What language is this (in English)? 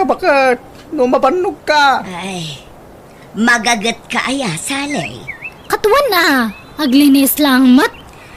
Iloko